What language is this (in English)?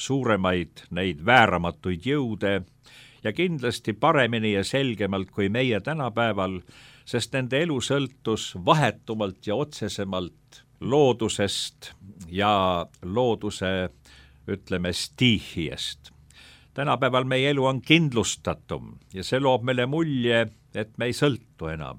Estonian